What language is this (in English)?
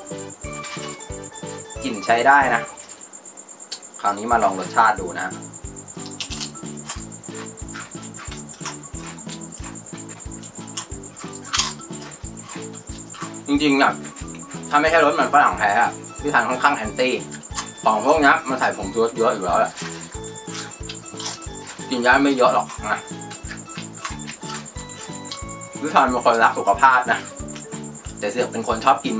Thai